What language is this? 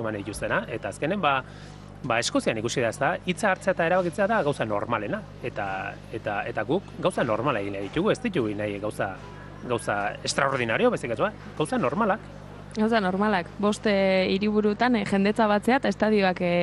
Basque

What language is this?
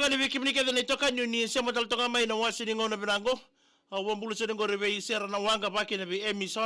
Fijian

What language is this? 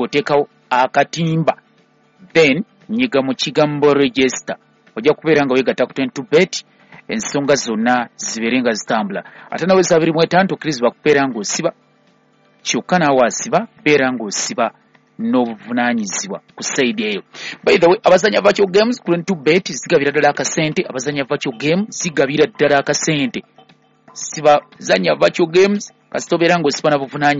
Ganda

